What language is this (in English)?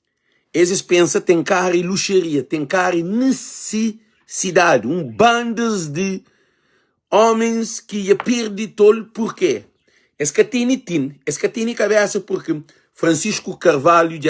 Kabuverdianu